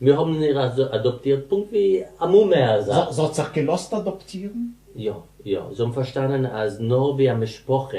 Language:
Yiddish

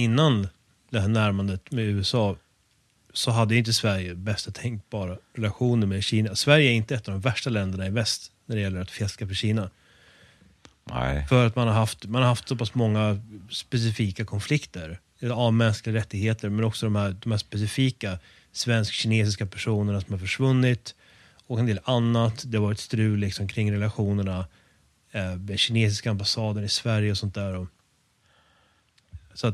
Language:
Swedish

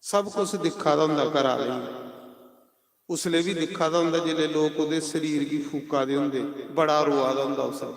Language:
Dogri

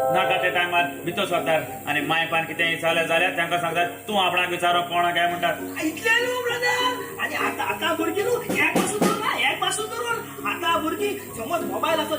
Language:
Konkani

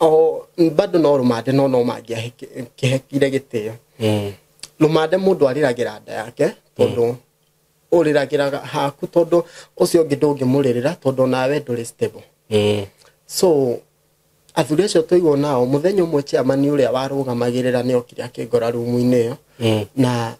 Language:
Kikuyu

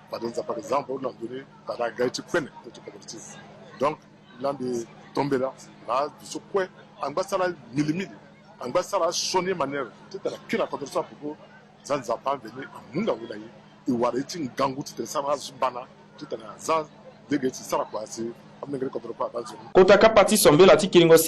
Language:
Sango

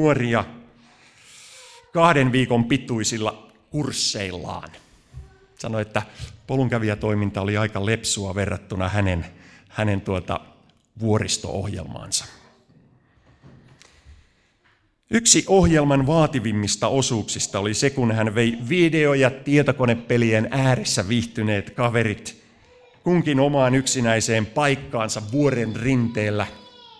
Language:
Finnish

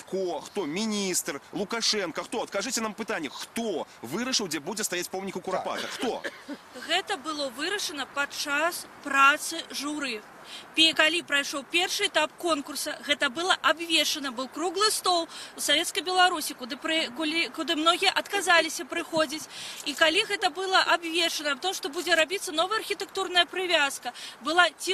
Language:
Belarusian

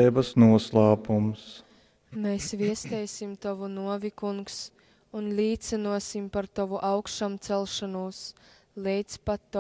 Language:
Latgalian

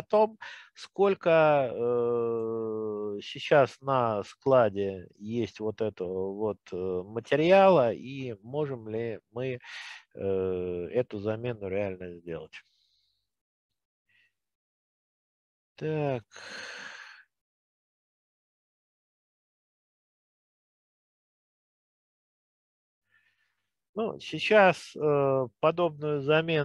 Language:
Russian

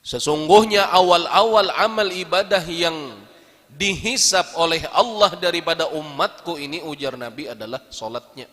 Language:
Banjar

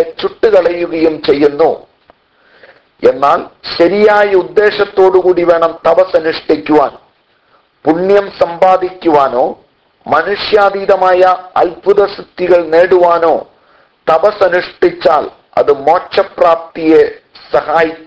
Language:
Malayalam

